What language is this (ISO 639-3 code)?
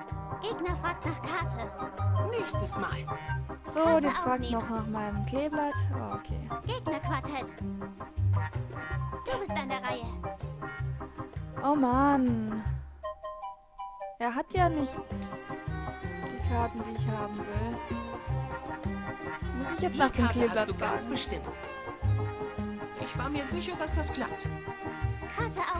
deu